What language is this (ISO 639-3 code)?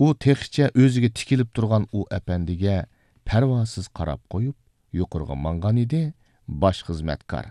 uig